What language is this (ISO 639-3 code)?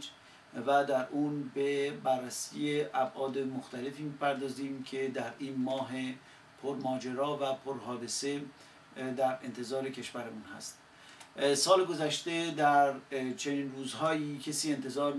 fas